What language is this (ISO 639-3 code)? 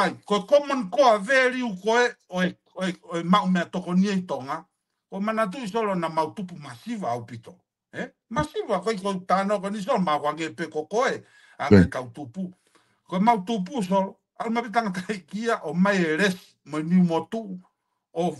ton